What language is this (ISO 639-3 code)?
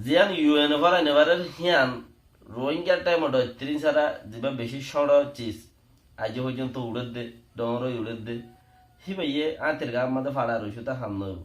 rhg